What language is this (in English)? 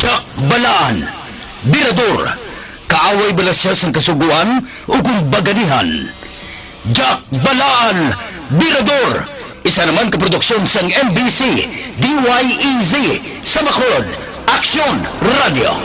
Hiligaynon